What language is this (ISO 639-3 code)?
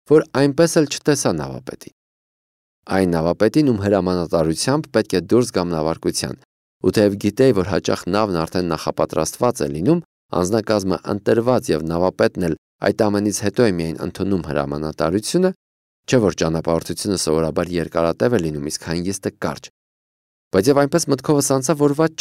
hye